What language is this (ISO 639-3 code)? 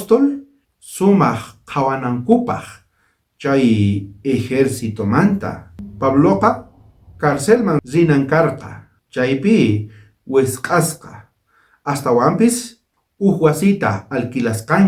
quh